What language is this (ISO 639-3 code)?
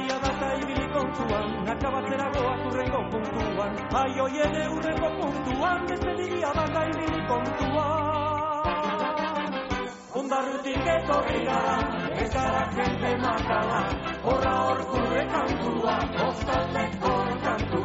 eus